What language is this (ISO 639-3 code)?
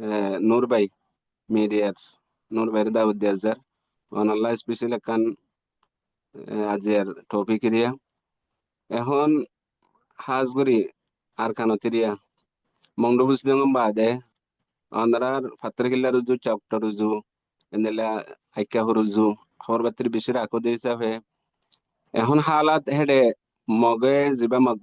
rhg